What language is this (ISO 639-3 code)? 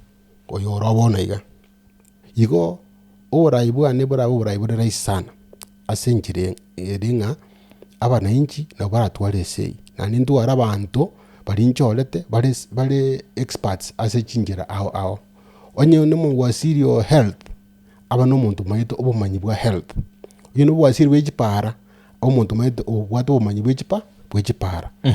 guz